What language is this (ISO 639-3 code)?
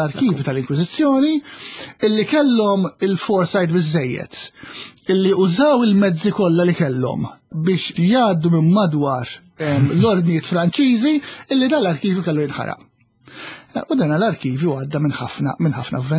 mlt